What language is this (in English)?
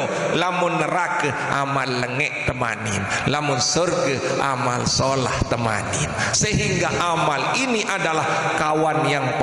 Sasak